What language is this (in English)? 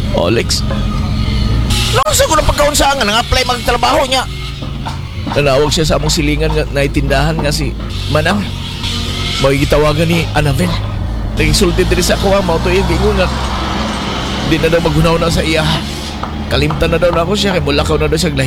Cebuano